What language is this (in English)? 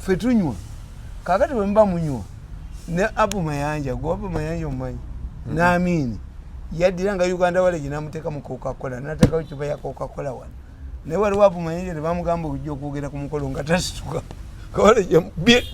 Ganda